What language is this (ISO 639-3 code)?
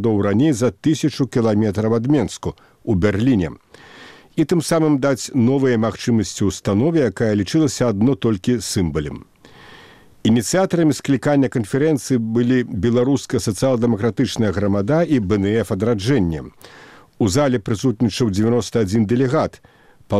bel